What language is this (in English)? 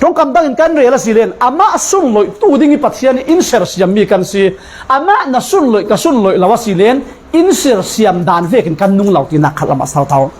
Falam Chin